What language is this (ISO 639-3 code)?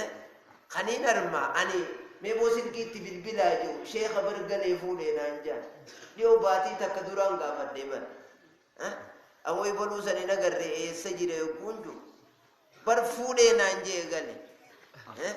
orm